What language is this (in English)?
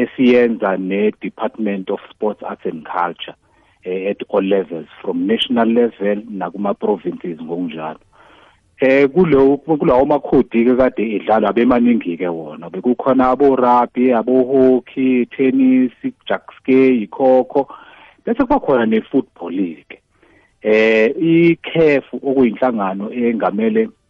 South Ndebele